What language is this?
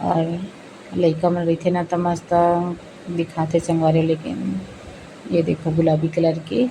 Chhattisgarhi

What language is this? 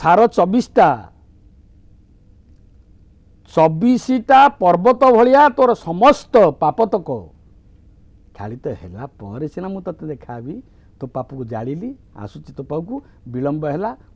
Odia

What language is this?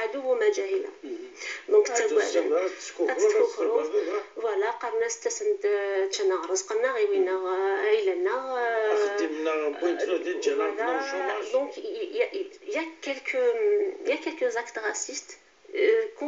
Kabyle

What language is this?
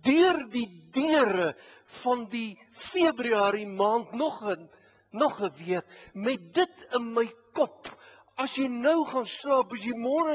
Afrikaans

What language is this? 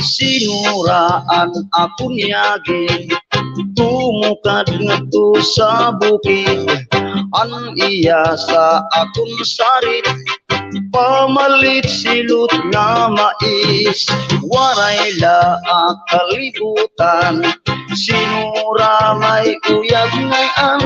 Waray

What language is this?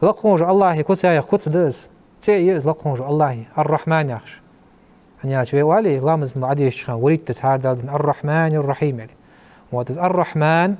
Ingush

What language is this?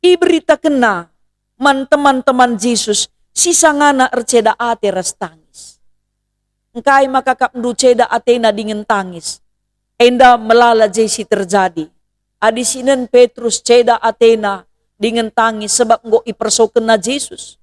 Batak Karo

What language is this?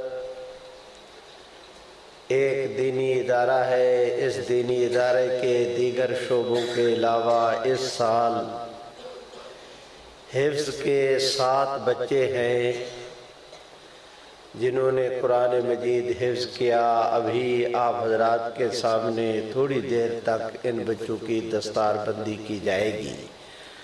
Urdu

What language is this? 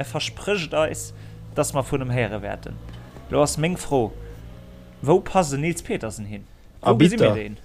Luxembourgish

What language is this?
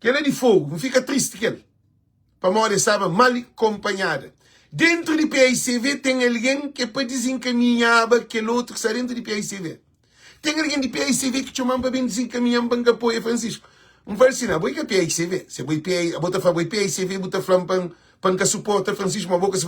Kabuverdianu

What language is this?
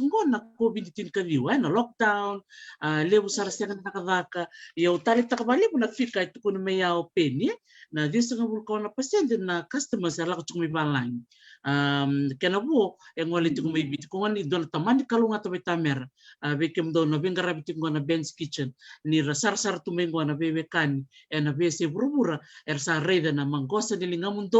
Fijian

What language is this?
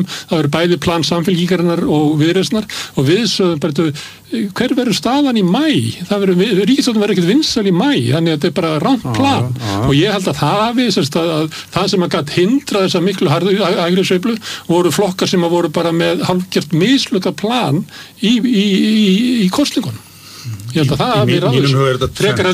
Icelandic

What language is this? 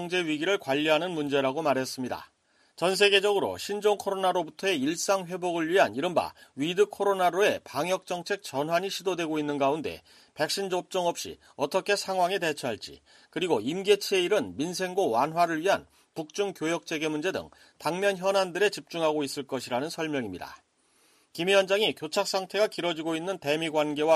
Korean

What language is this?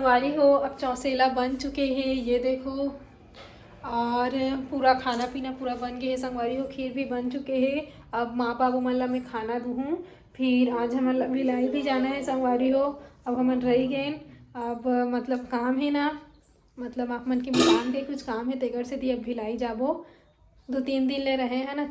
Chhattisgarhi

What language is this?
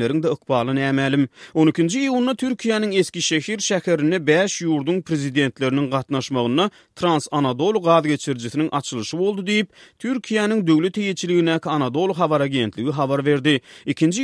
Turkmen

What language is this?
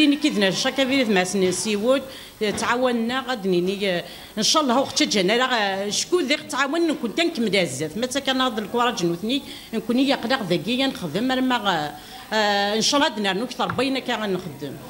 Kabyle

